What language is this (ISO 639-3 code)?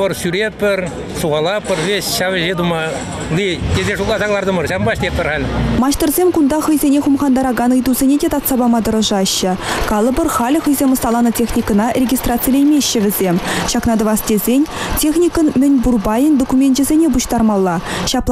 chv